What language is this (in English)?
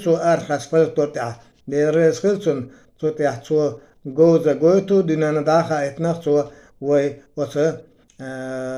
Chechen